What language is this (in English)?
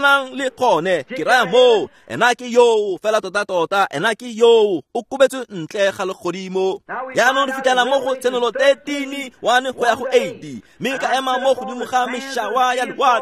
Tswana